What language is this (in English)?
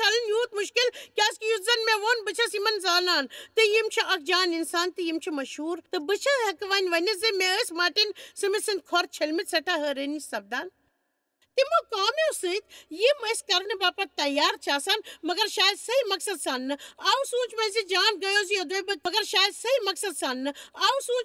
Kashmiri